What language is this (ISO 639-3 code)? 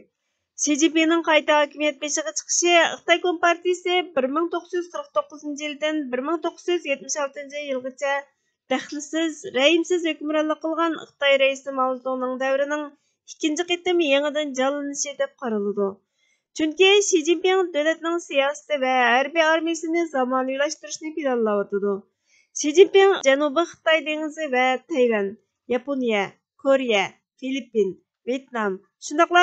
uig